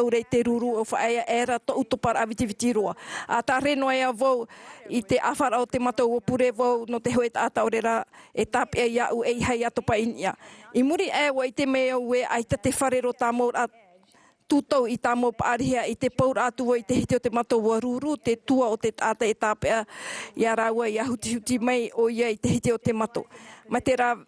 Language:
Tahitian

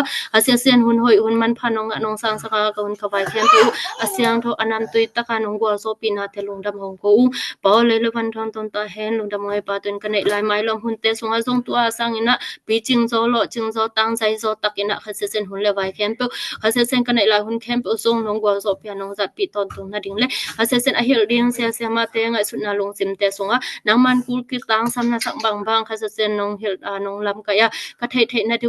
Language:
Tedim Chin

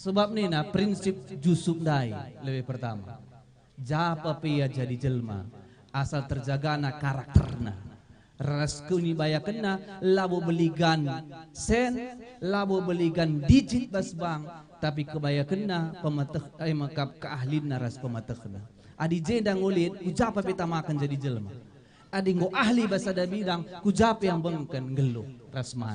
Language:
Batak Karo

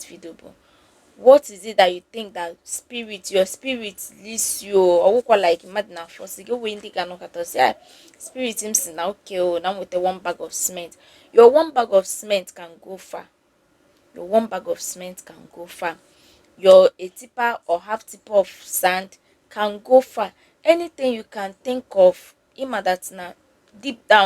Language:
Igbo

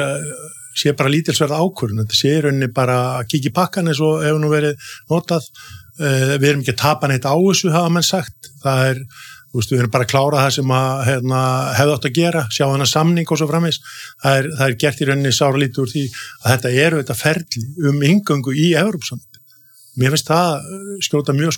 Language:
Icelandic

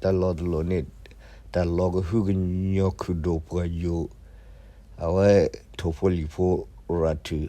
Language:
S'gaw Karen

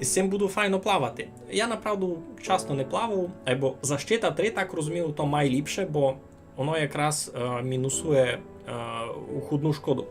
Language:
Rusyn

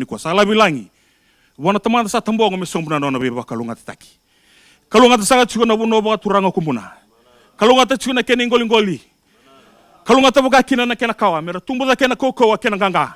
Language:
Fijian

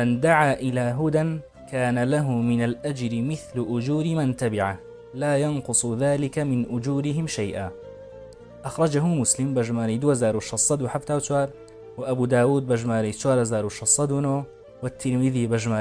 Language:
Central Kurdish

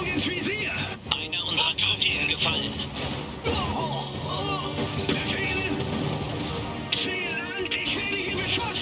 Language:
German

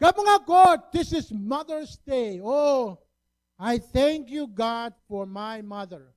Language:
Pohnpeian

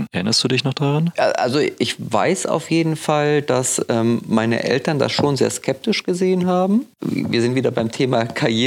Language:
German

